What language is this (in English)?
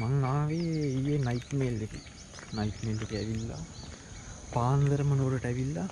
Sinhala